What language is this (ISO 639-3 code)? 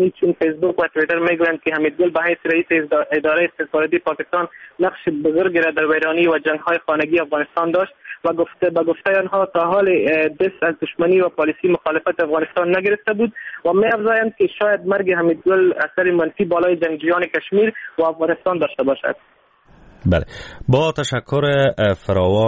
fas